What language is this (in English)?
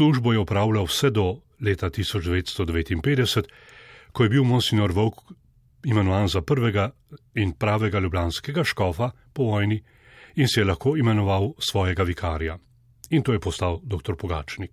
Slovenian